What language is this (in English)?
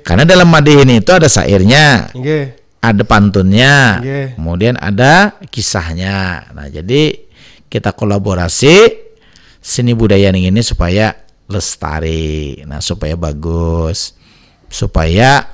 Banjar